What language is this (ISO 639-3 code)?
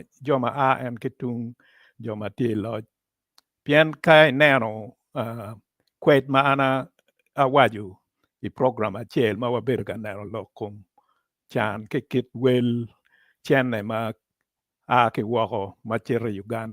ach